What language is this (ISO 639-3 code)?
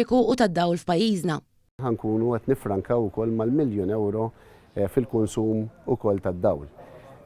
mlt